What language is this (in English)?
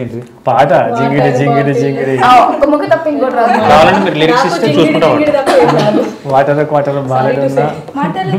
Telugu